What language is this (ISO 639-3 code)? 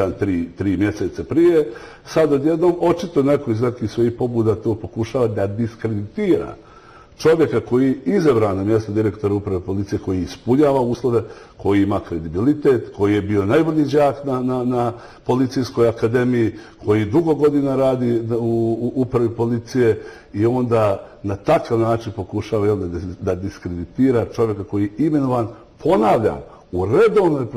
bos